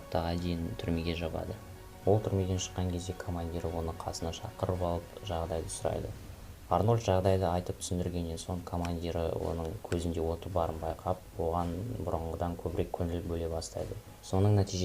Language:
Kazakh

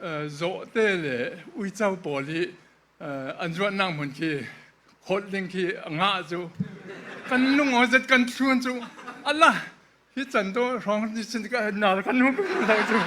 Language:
Falam Chin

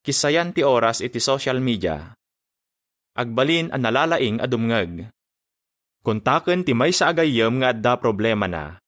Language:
Iloko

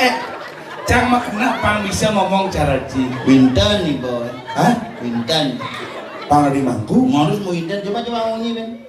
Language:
Balinese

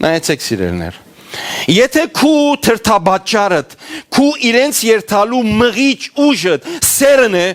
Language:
Western Armenian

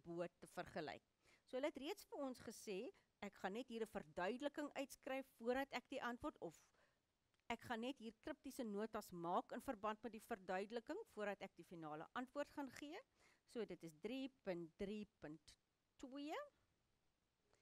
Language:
Afrikaans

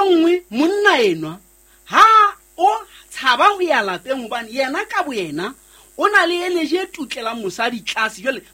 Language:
Southern Sotho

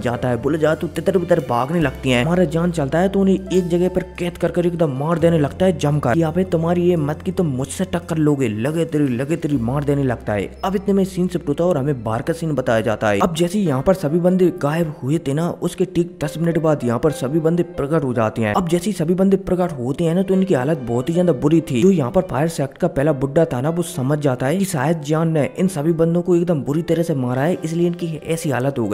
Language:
Hindi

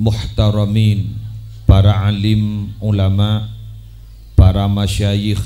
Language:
Madurese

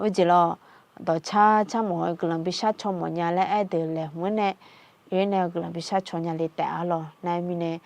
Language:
Akha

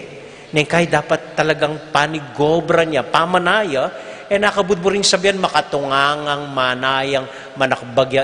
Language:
Pampanga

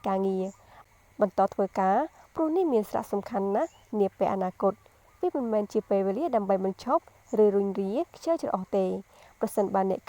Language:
Khmer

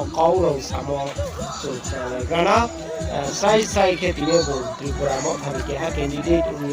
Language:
Riang (India)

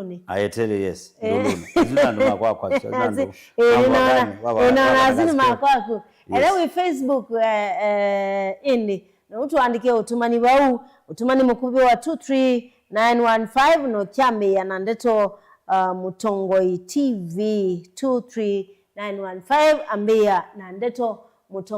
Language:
Kamba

